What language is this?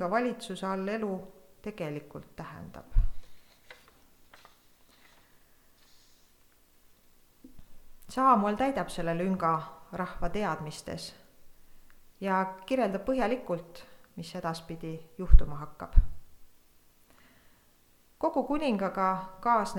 Estonian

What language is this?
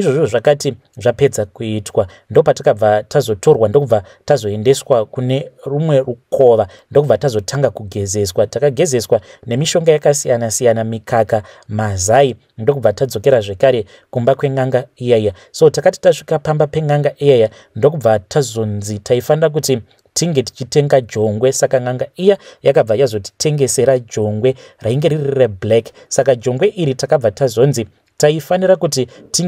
Shona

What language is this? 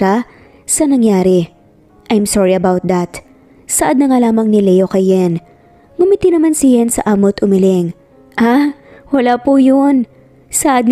Filipino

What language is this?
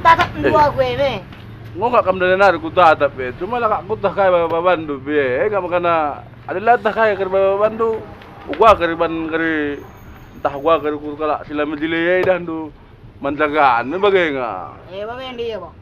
Batak Karo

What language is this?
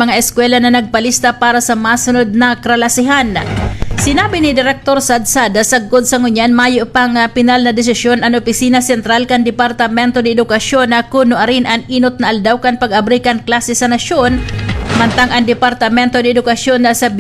Bikol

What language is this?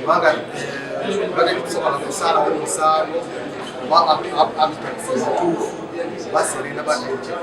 Ganda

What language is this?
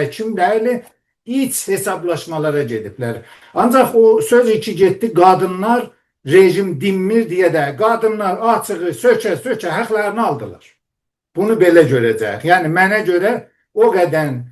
South Azerbaijani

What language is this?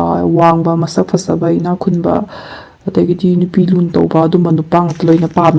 Manipuri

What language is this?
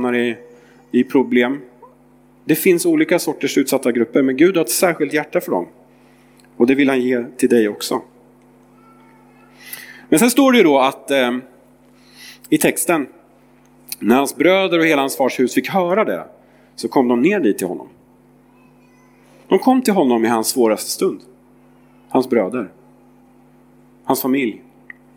Swedish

